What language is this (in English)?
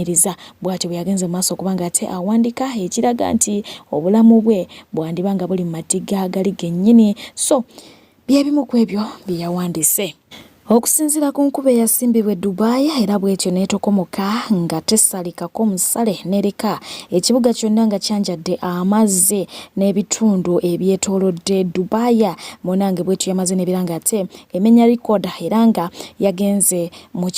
Ganda